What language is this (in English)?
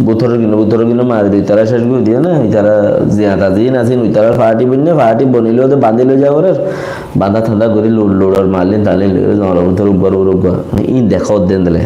Rohingya